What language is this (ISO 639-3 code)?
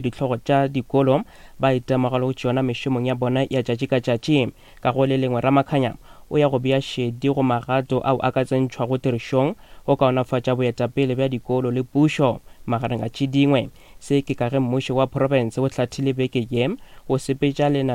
nso